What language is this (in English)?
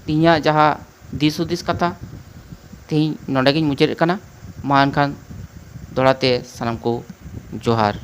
Santali